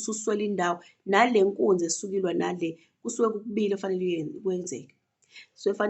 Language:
Zulu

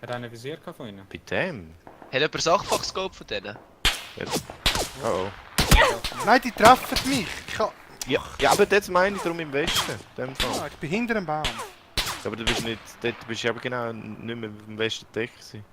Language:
Swiss German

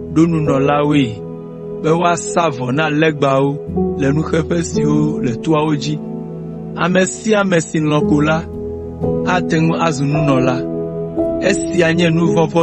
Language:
Ewe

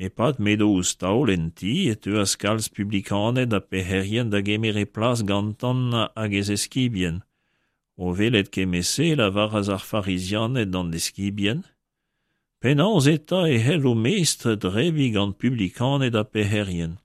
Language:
Breton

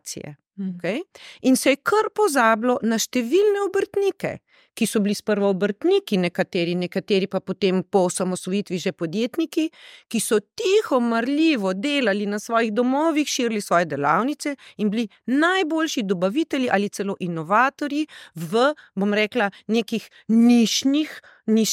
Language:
Slovenian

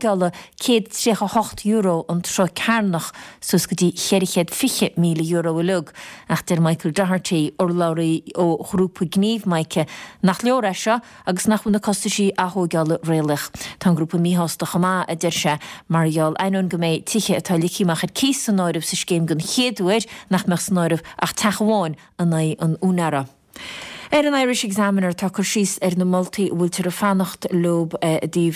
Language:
Irish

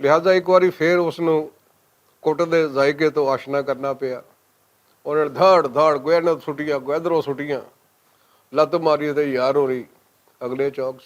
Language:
Western Panjabi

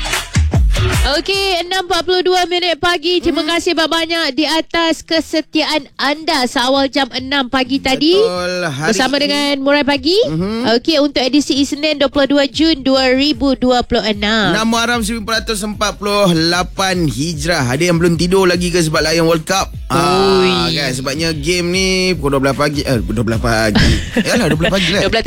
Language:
Malay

